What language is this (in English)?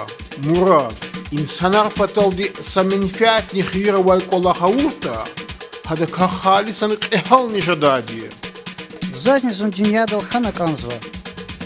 Lezghian